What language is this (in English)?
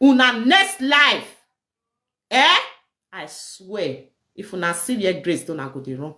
Nigerian Pidgin